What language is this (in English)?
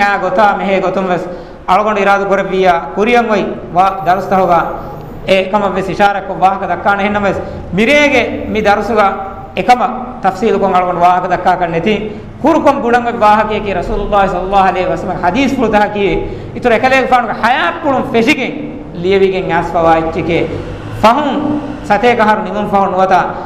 Divehi